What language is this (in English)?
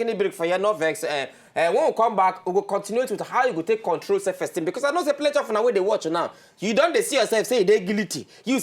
Nigerian Pidgin